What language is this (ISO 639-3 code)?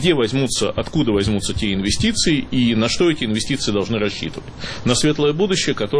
rus